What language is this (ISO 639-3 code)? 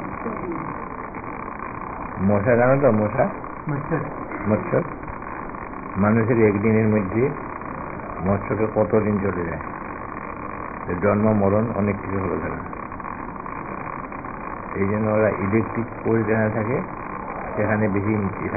ben